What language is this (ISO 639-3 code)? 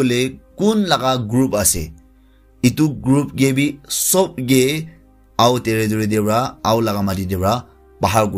nag